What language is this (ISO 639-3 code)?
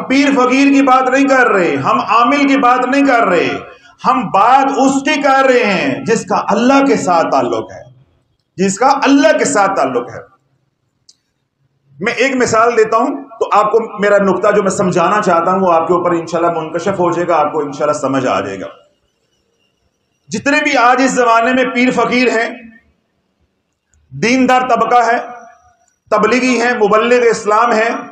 urd